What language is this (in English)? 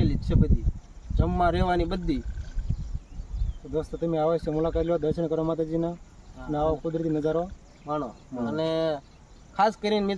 Gujarati